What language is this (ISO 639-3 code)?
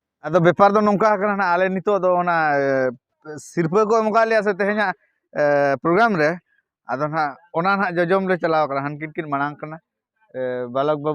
sat